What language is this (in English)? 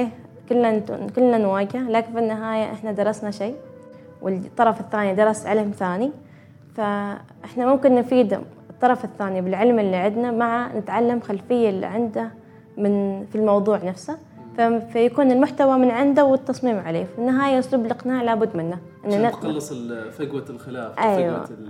Gulf Arabic